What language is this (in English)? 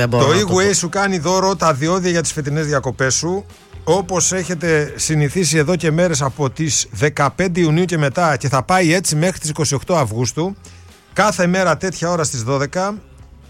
Greek